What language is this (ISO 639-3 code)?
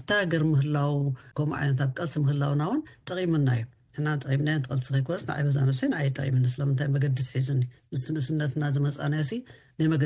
tir